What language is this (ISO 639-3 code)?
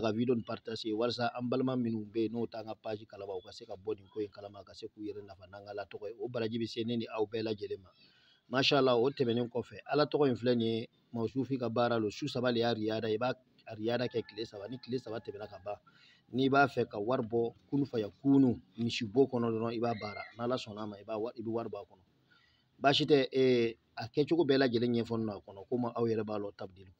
bam